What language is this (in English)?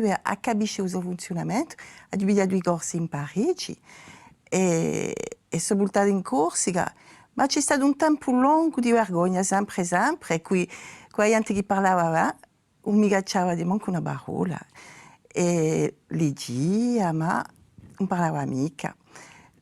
Corsican